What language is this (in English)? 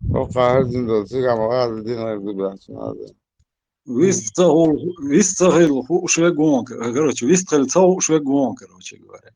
Chechen